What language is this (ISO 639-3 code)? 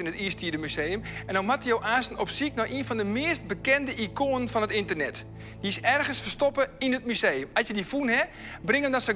fry